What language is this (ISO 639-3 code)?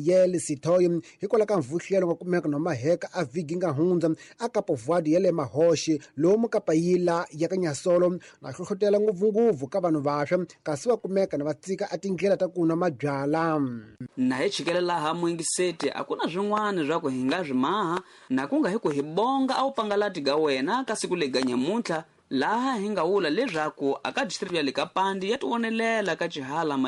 tso